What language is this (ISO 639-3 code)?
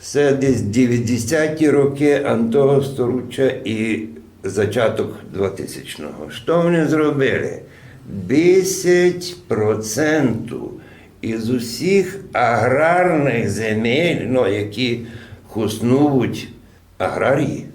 rue